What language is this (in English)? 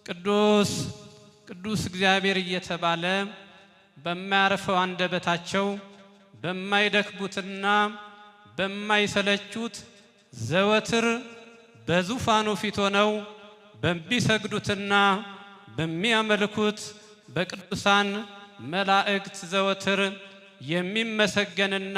Amharic